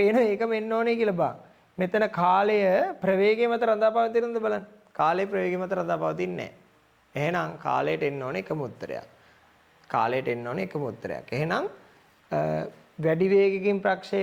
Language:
Sinhala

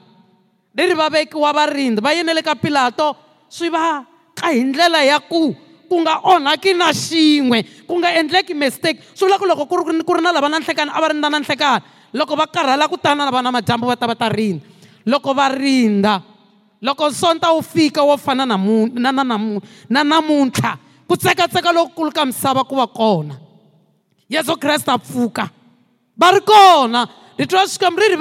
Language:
Tsonga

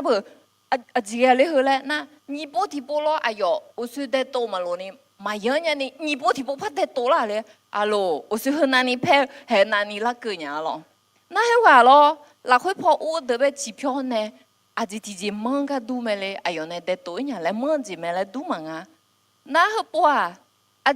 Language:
Akha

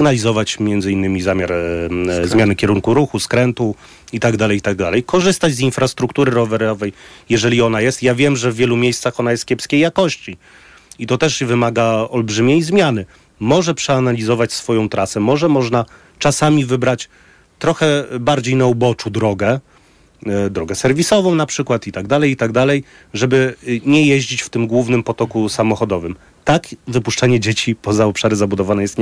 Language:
Polish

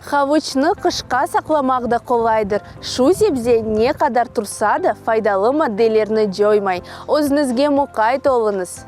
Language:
Crimean Tatar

